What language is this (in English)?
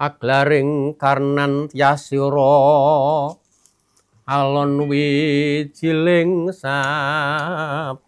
Javanese